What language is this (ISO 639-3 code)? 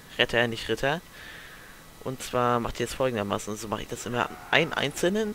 deu